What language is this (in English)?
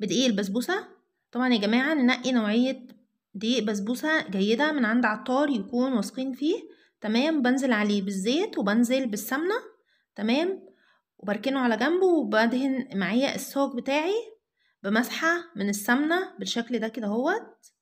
Egyptian Arabic